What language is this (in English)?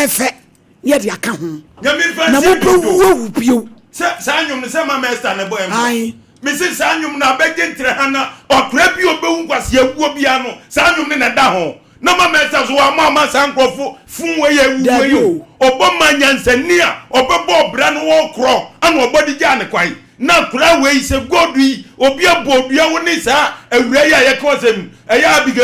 Akan